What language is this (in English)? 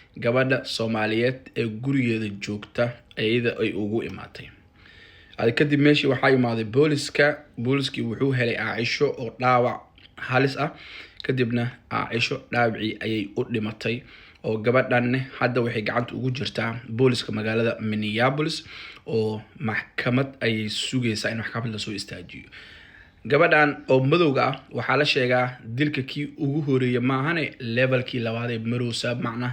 Somali